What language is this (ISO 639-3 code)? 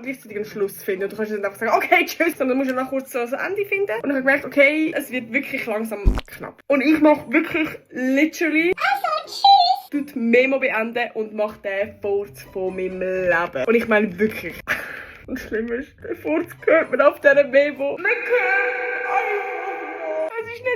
gsw